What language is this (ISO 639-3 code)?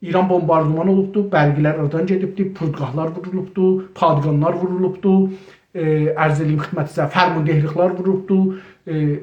azb